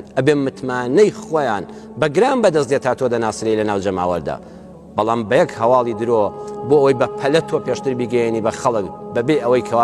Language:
Central Kurdish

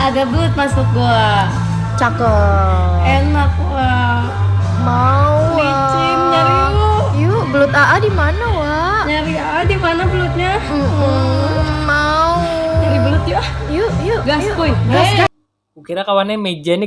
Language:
Banjar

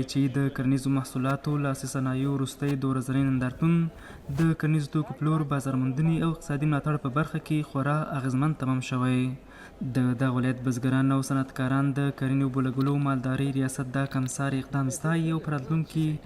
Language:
Pashto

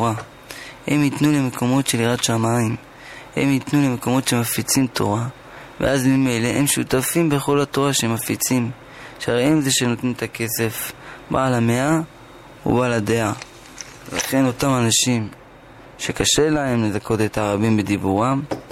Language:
Hebrew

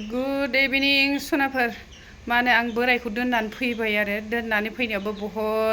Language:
Bodo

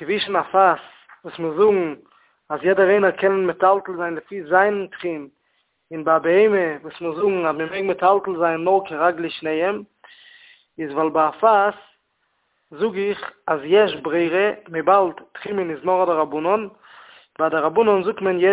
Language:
Yiddish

